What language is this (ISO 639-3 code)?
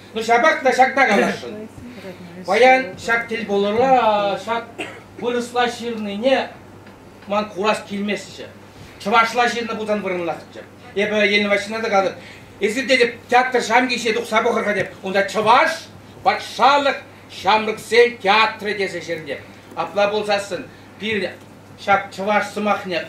chv